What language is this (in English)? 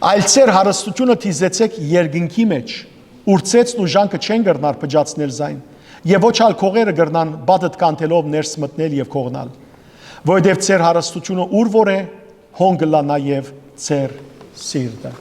Western Armenian